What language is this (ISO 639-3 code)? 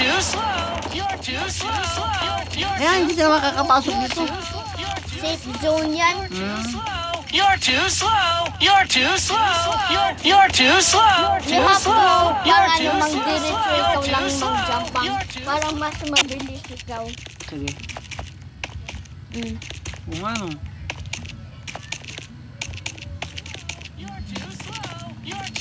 fil